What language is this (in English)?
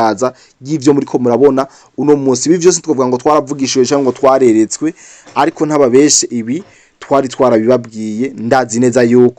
Rundi